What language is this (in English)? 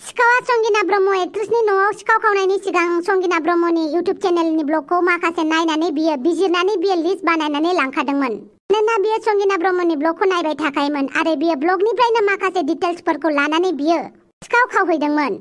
Bodo